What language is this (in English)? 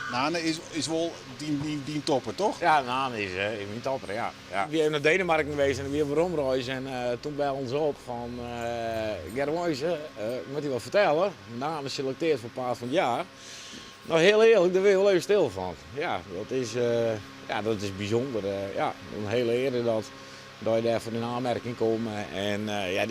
Western Frisian